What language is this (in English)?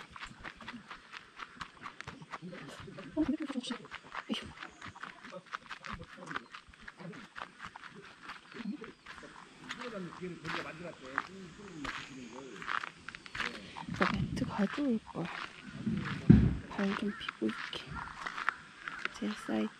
Korean